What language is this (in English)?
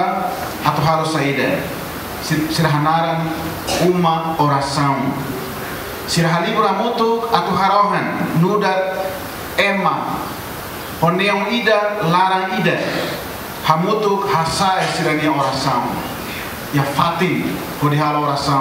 Tetum